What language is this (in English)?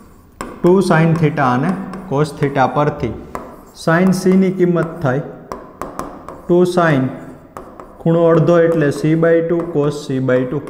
Gujarati